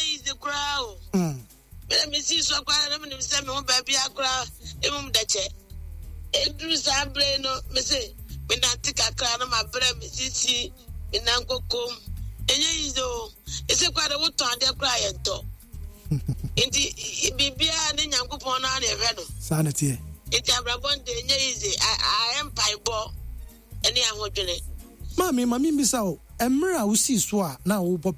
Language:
Akan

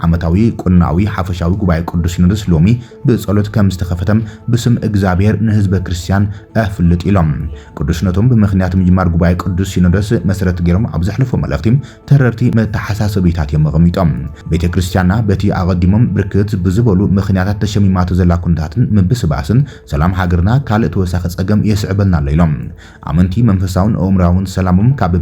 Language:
Tigrinya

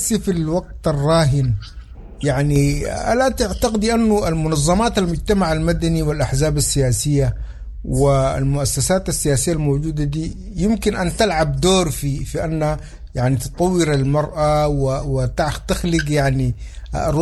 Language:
Sudanese Arabic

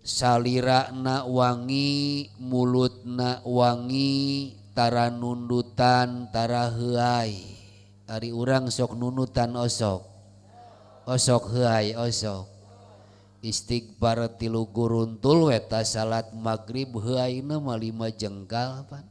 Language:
Sundanese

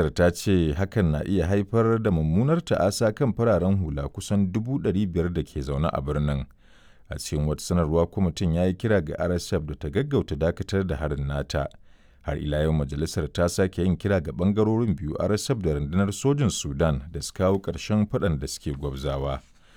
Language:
Hausa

